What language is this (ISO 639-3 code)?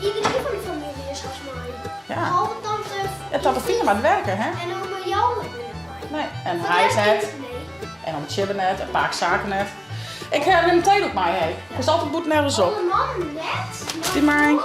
fry